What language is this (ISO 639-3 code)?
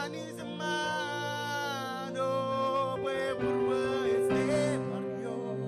mah